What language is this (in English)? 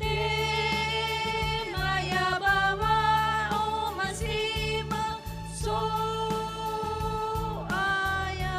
Nias